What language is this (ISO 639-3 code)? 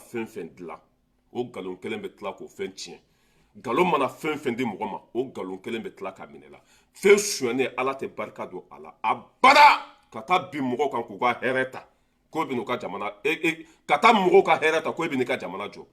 bam